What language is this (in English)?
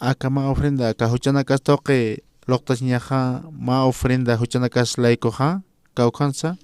Aymara